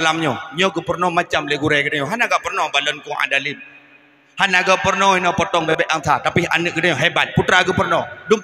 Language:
Achinese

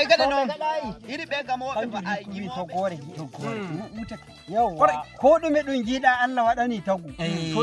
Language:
Nigerian Fulfulde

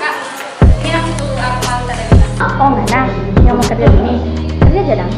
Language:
Manado Malay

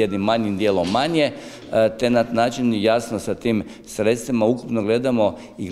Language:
Croatian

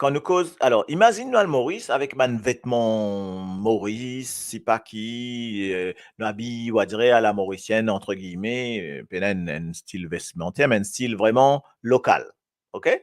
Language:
Morisyen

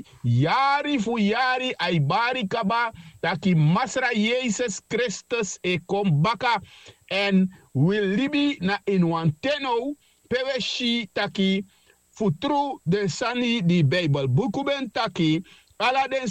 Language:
Sranan Tongo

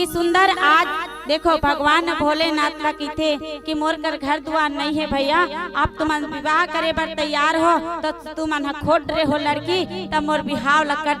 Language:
Chhattisgarhi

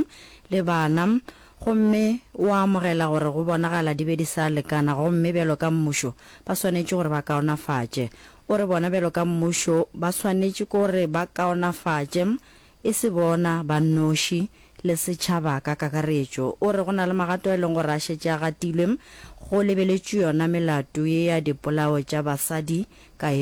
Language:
Northern Sotho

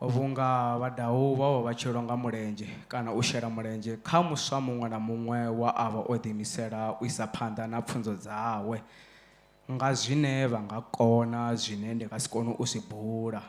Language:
Venda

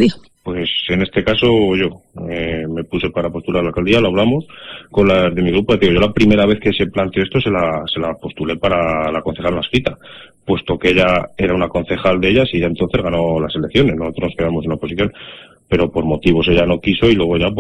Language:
Spanish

